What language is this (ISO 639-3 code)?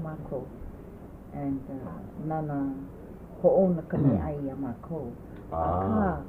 haw